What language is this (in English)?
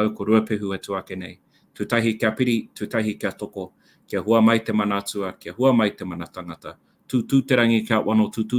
Māori